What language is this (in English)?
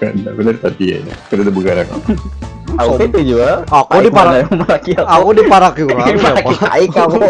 Banjar